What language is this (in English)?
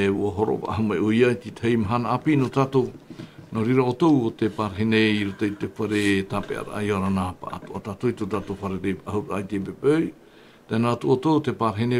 Tahitian